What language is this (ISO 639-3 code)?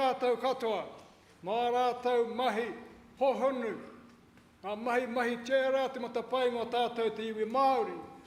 mri